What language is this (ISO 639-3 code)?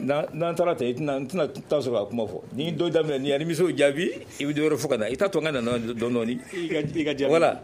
bam